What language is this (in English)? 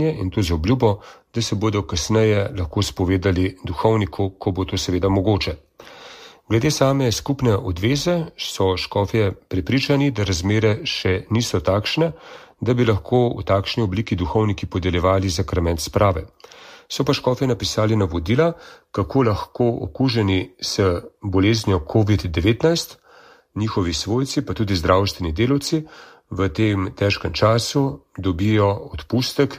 Slovenian